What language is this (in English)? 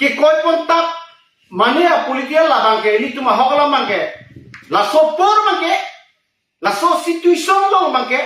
Karbi